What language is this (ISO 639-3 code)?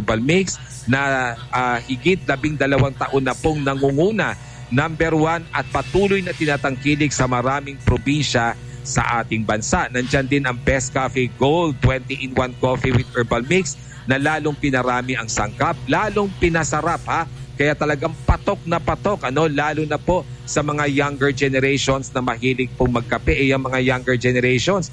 fil